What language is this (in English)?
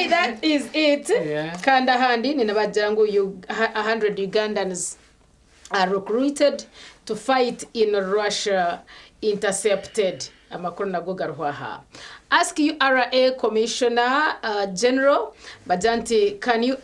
Nyankole